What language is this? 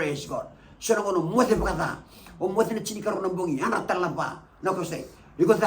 Fijian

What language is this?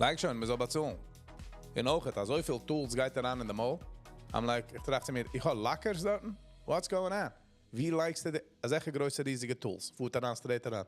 Yiddish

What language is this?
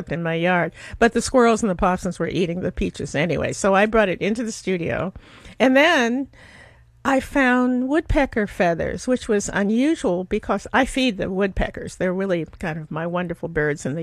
English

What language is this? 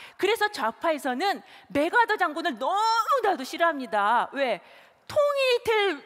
Korean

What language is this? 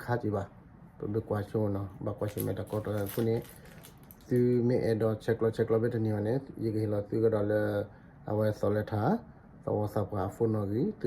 S'gaw Karen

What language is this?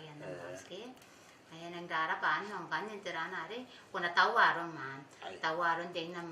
Gilbertese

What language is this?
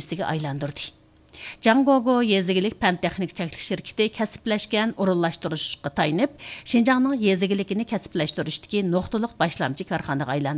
Uyghur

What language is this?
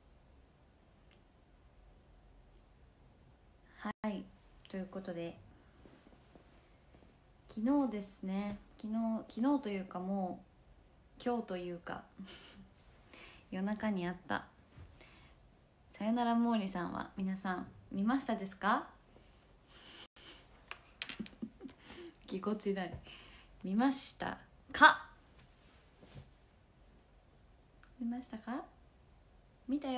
Japanese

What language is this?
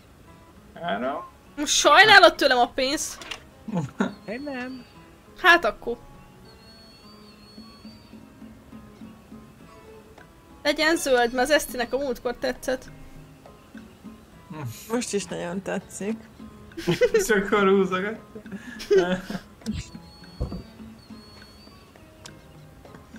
Hungarian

